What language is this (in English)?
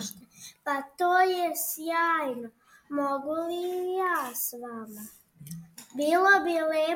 Serbian